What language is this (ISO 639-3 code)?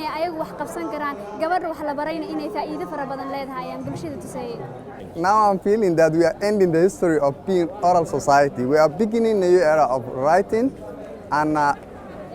som